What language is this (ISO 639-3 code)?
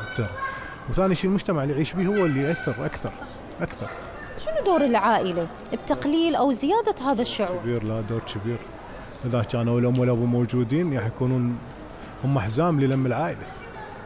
acm